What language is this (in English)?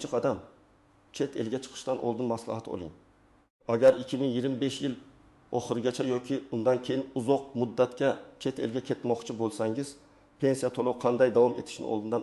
Uzbek